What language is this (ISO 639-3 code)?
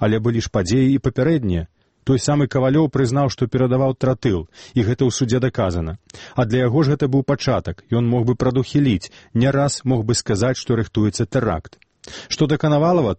bel